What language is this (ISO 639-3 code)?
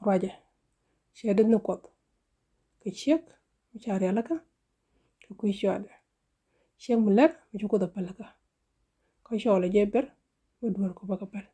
nus